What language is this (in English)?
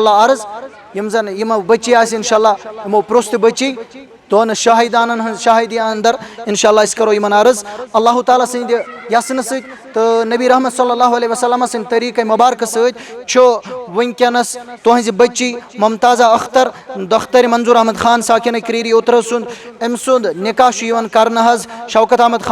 Kashmiri